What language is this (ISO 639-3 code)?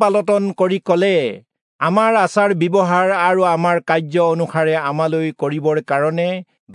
asm